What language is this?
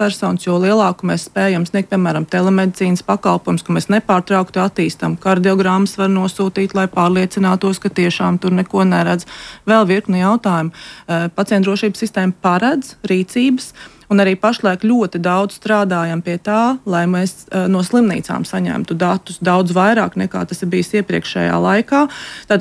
Latvian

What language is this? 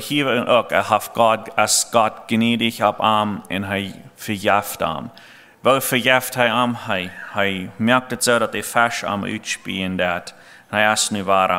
Plautdietsch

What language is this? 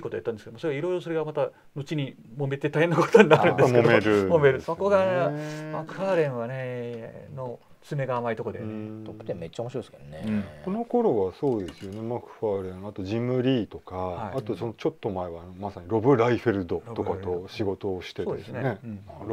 Japanese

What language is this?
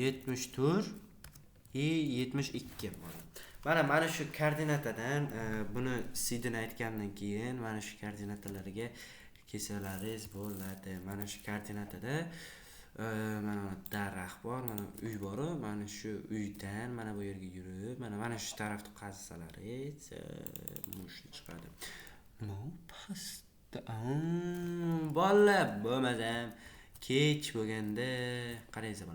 Uzbek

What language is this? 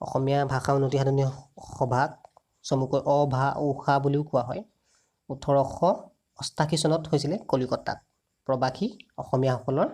Assamese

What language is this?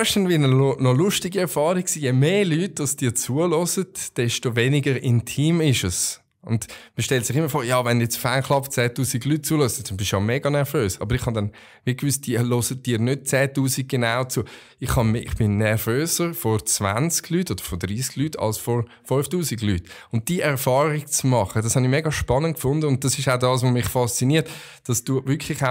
Swiss German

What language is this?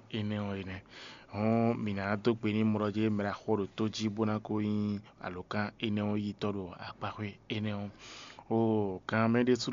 Fon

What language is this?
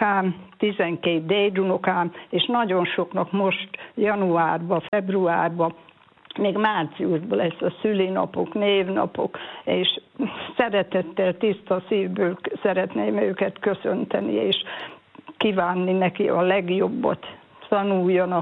Hungarian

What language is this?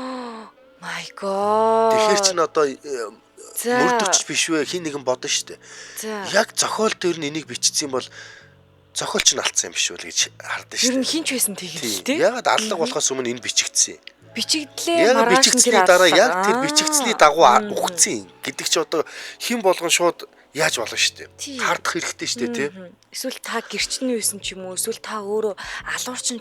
Mongolian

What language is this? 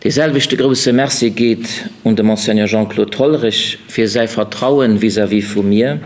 Luxembourgish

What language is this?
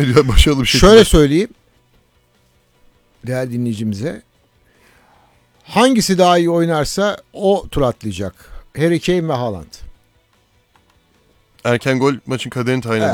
Turkish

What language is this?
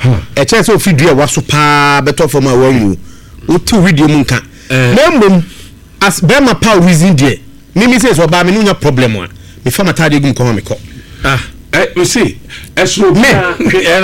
Akan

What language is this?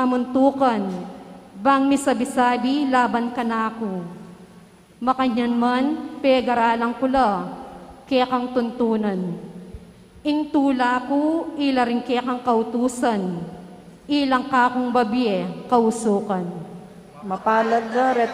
Pampanga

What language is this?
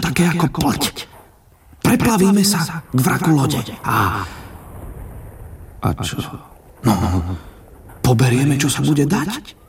Slovak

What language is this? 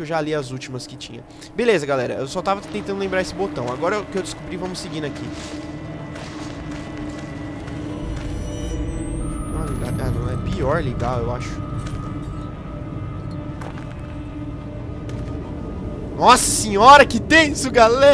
Portuguese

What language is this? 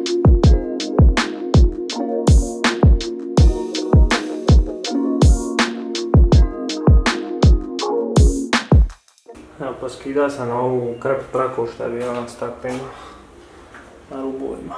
Croatian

